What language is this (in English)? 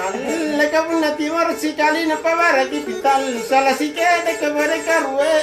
Makasar